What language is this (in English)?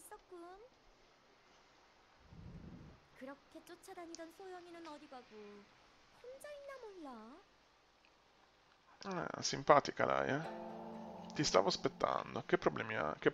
Italian